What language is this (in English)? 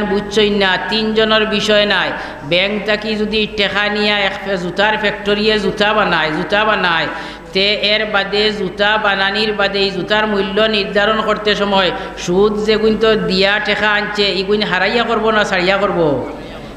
Sylheti